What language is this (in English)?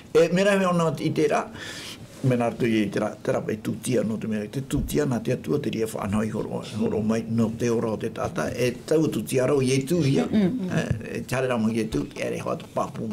Tahitian